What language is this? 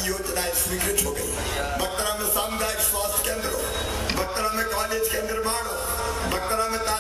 Hindi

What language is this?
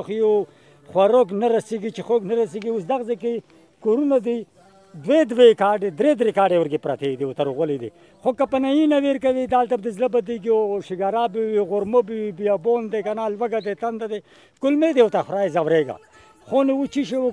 Pashto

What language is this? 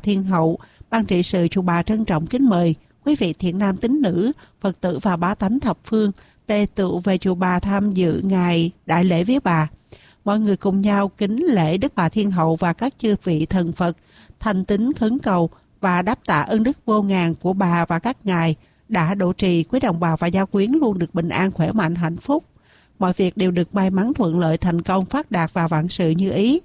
Vietnamese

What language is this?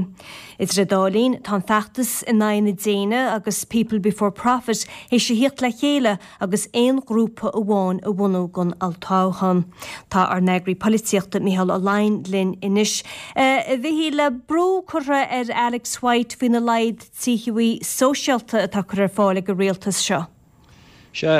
Irish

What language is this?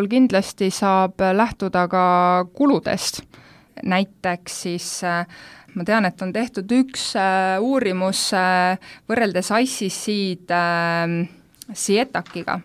Estonian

